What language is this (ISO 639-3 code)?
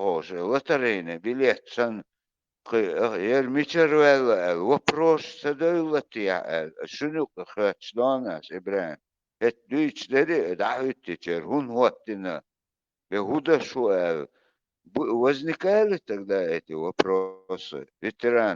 che